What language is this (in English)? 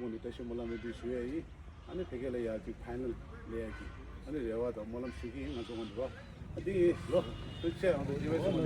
Tibetan